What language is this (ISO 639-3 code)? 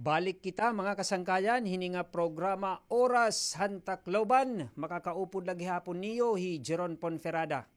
war